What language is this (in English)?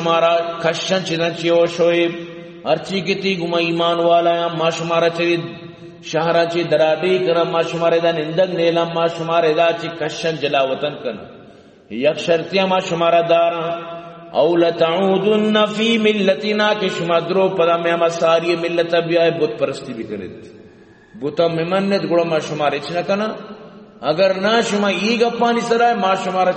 Eastern Balochi